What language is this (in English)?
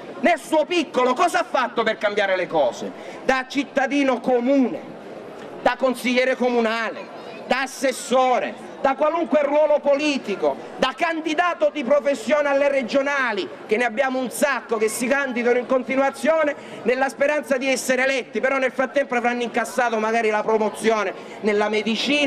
Italian